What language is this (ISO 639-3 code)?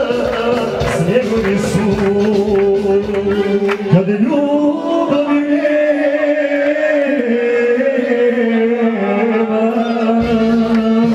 hrv